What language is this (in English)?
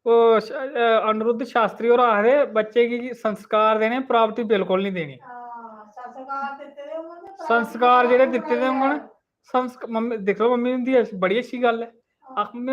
Dogri